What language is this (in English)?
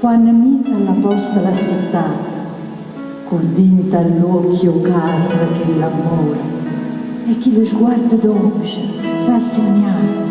Neapolitan